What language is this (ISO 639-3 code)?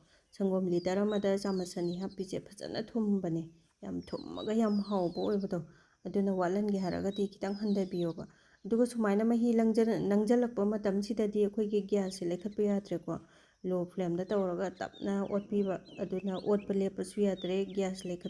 mni